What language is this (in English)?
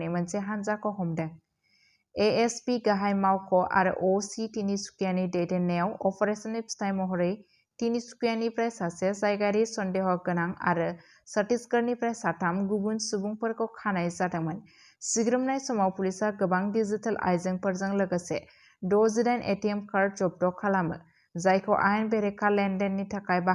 Bodo